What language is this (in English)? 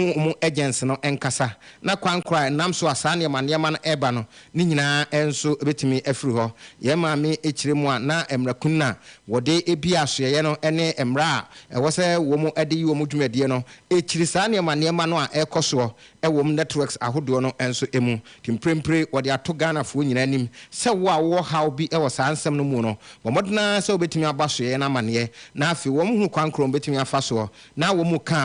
Akan